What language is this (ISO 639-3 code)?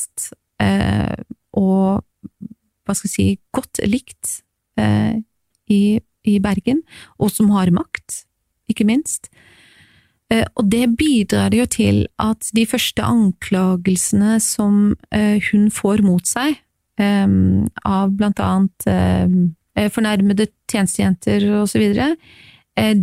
nor